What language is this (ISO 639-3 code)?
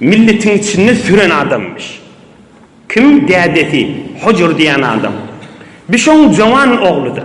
tuk